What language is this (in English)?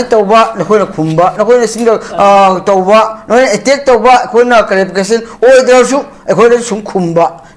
Manipuri